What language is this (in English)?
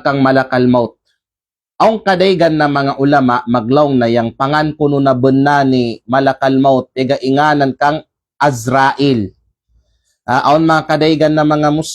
Kalagan